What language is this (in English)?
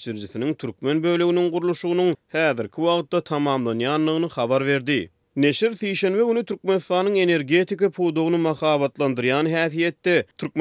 Turkmen